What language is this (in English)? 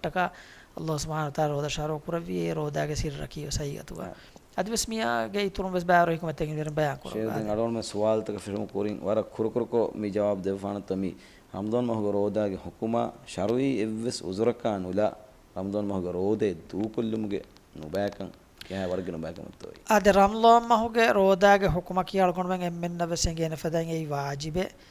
Divehi